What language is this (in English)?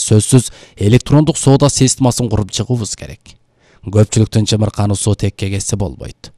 Kyrgyz